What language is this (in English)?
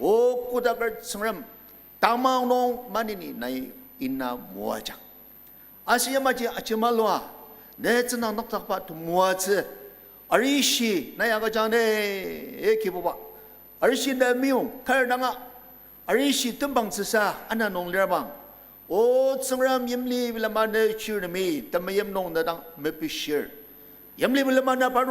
Ao Naga